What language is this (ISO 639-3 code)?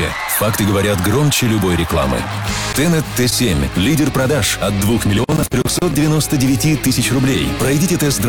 rus